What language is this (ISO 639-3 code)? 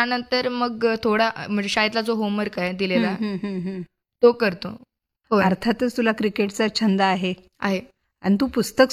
mar